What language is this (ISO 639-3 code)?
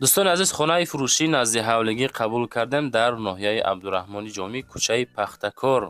tgk